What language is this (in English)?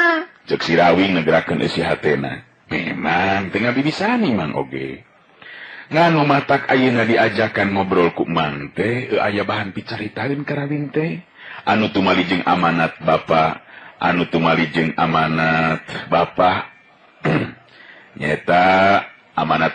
Sundanese